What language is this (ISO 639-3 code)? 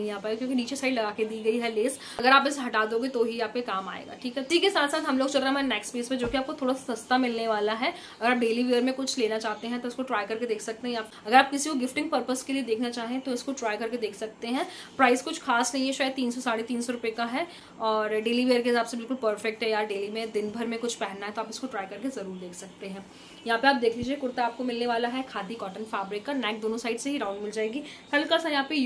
hin